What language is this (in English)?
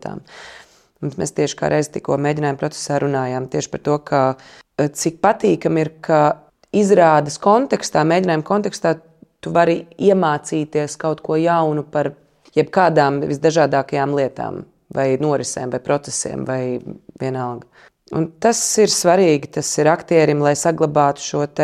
Latvian